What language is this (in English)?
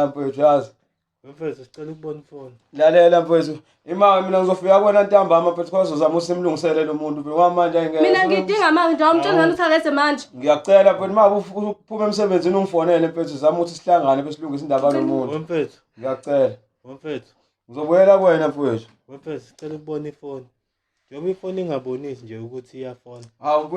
Zulu